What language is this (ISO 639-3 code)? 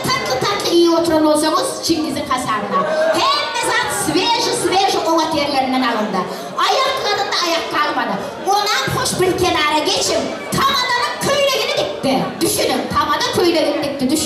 tuk